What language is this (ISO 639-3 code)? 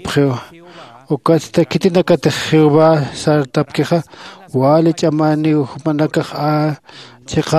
aym